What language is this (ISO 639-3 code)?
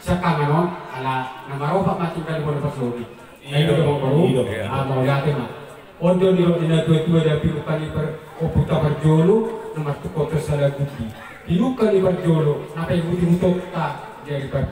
bbc